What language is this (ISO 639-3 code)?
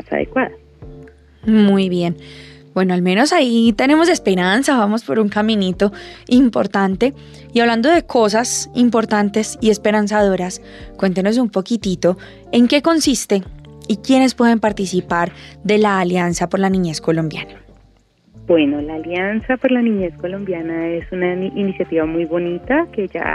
spa